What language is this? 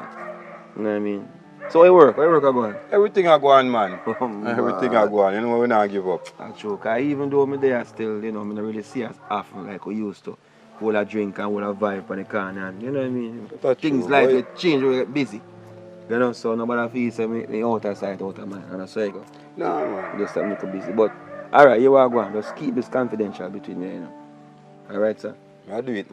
Jamaican Creole English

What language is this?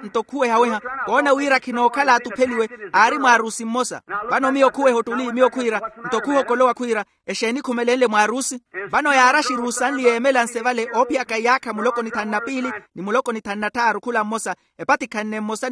Makhuwa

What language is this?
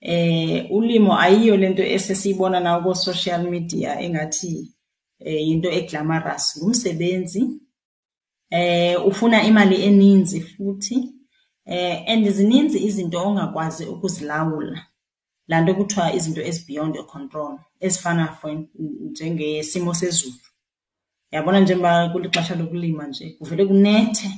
Xhosa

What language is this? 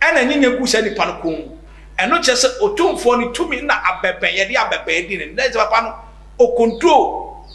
Akan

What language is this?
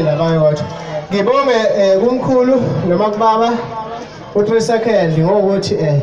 Zulu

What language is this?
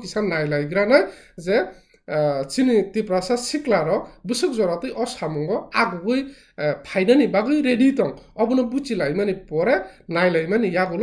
Kok Borok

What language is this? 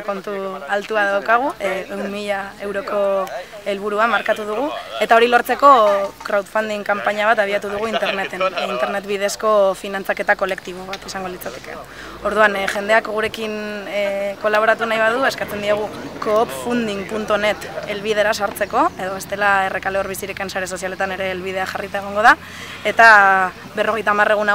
Basque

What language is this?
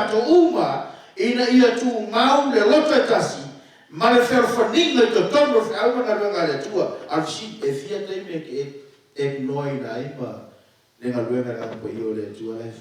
Samoan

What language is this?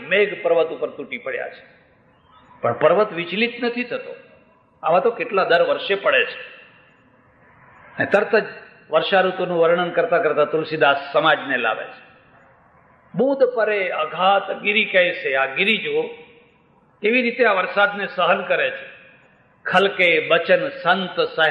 Gujarati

